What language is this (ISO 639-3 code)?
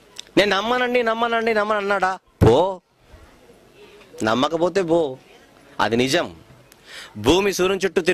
tel